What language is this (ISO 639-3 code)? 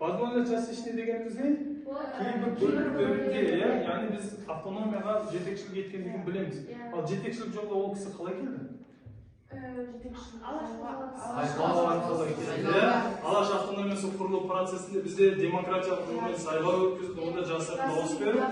kaz